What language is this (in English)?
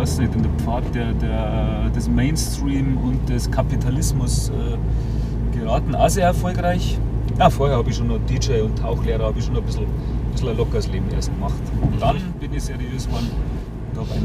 Bavarian